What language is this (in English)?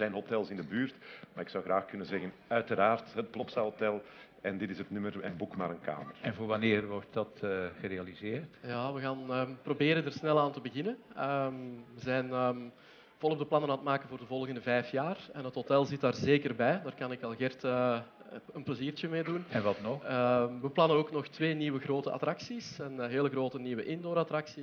Dutch